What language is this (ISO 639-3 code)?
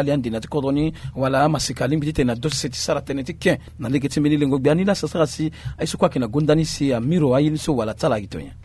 sag